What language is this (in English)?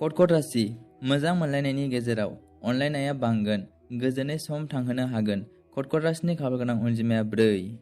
Bodo